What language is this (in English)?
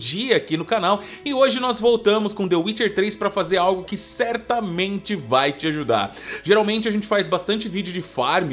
Portuguese